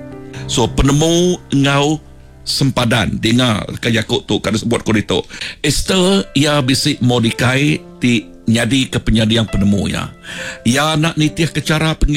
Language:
Iban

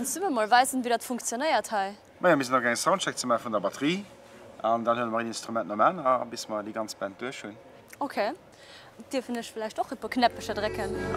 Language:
Luxembourgish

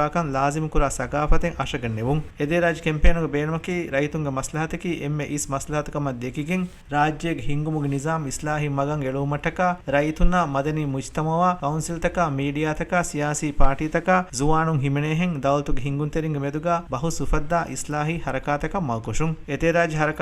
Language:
Divehi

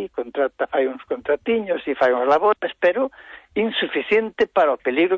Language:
Galician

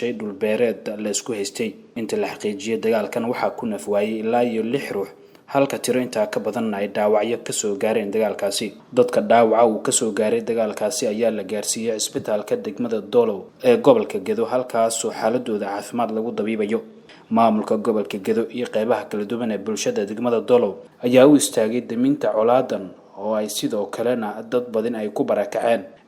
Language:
Somali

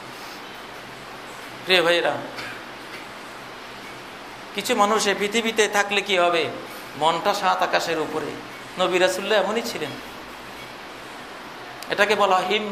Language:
Bangla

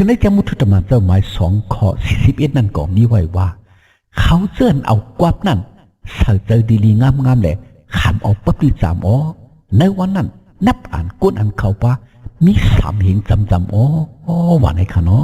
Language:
Shan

